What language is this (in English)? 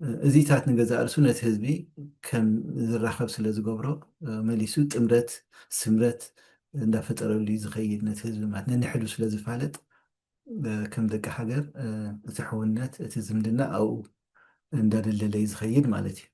Tigrinya